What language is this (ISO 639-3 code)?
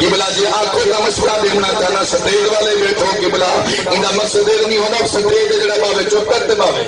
skr